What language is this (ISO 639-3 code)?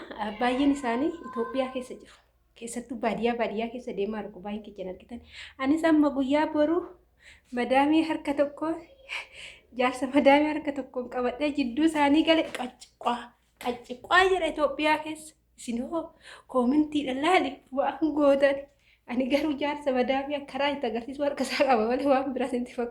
orm